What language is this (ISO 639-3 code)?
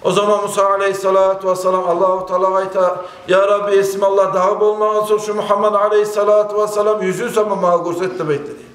kum